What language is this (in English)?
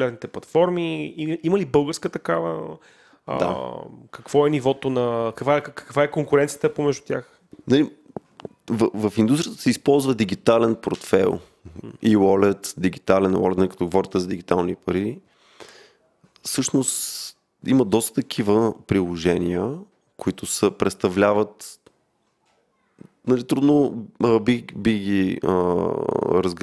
Bulgarian